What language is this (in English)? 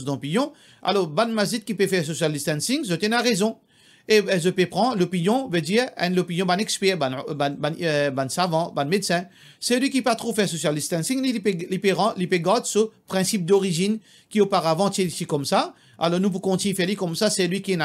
Morisyen